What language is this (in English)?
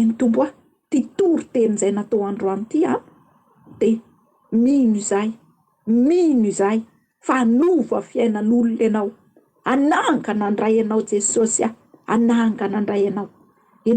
Malagasy